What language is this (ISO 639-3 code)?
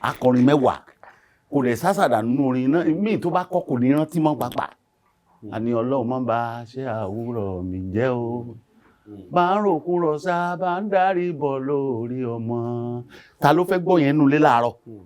yor